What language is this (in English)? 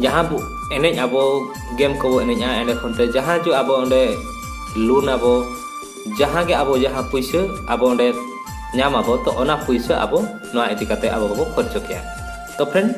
Santali